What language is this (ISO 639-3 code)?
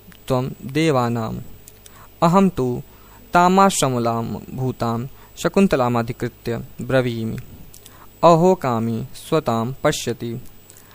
san